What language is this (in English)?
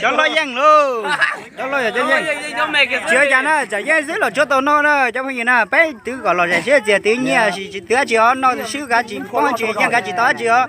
Hmong